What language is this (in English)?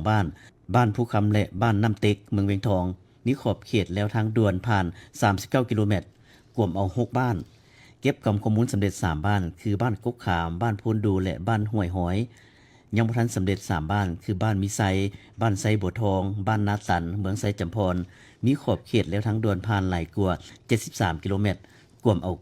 Lao